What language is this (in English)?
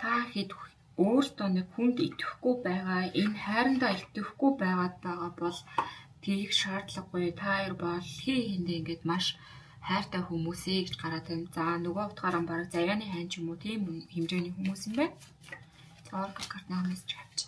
Mongolian